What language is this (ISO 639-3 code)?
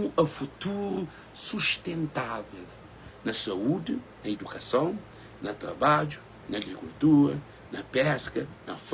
kea